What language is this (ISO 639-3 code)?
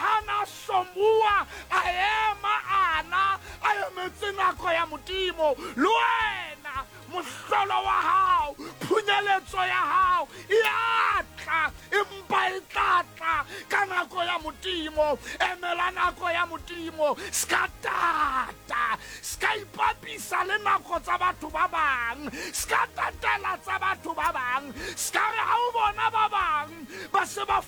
sot